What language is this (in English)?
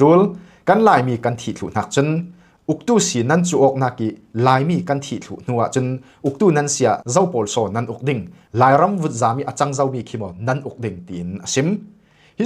Hakha Chin